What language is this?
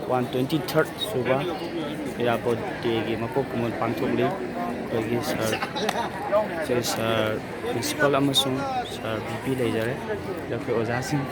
Manipuri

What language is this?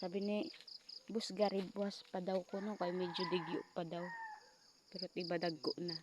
Waray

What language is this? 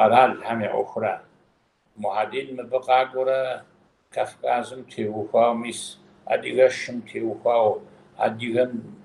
Kabardian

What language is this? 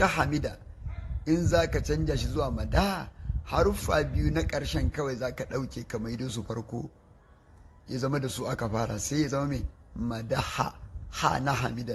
Hausa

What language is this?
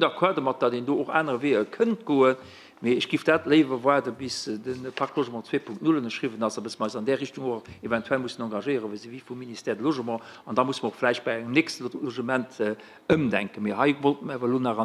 Luxembourgish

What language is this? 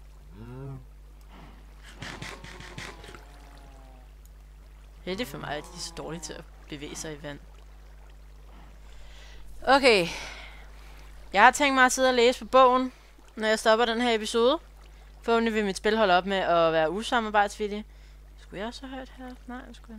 Danish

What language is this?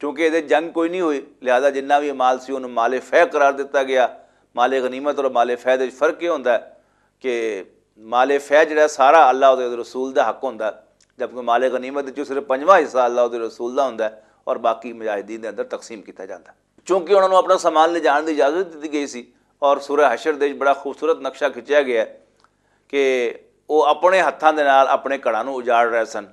Western Panjabi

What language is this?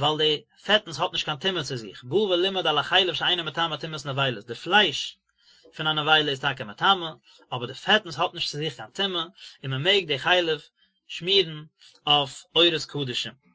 Yiddish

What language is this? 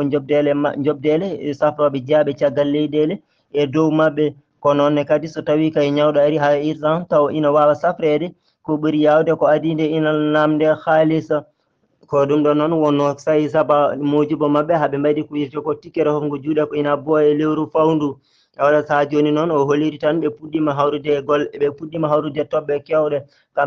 Fula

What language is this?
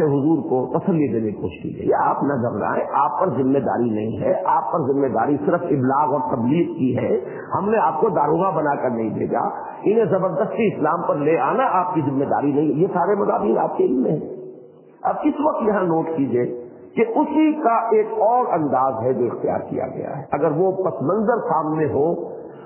Urdu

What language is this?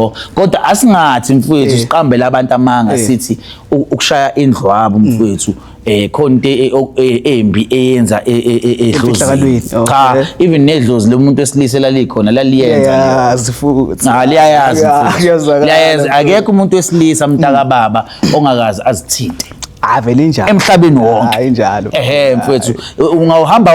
Zulu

